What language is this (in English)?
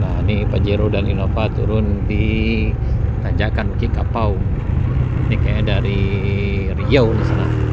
Minangkabau